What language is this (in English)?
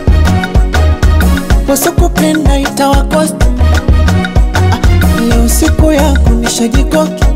Swahili